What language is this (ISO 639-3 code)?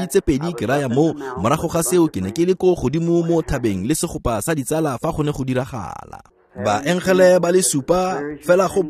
tsn